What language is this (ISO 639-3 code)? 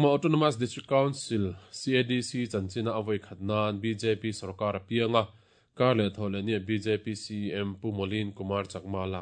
lus